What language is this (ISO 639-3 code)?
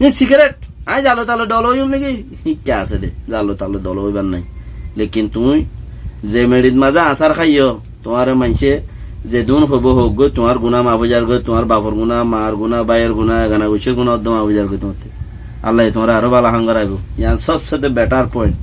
rhg